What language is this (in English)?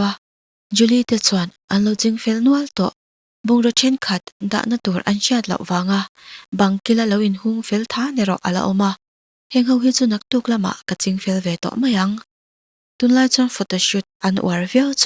Mizo